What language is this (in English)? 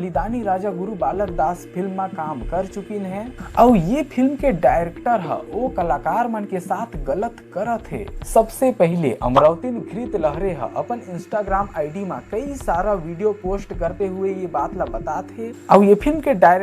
Chhattisgarhi